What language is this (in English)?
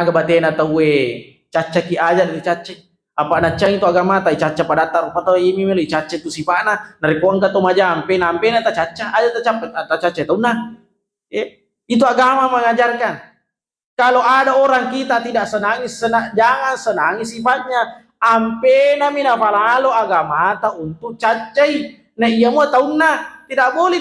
Buginese